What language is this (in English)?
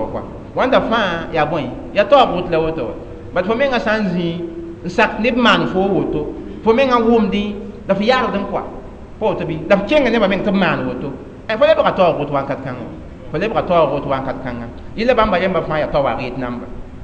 Mossi